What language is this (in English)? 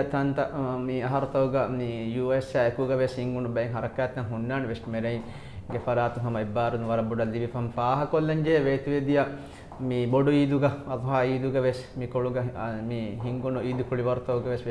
Divehi